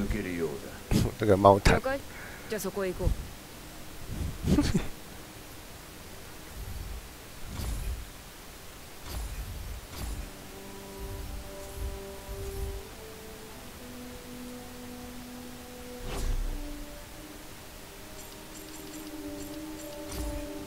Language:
Japanese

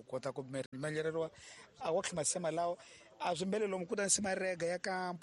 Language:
Tsonga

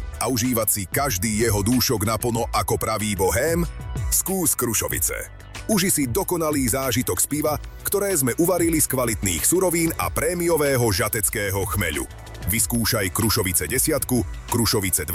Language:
Slovak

